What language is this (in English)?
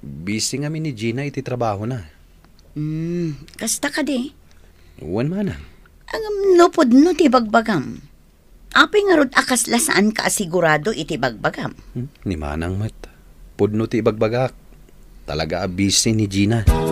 Iloko